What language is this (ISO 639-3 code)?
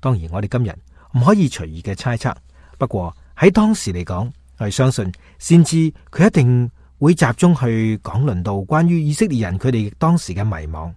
yue